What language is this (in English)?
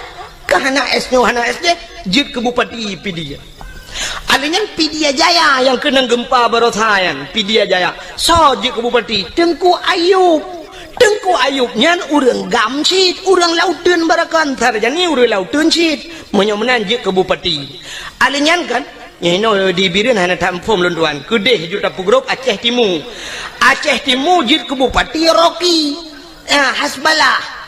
Achinese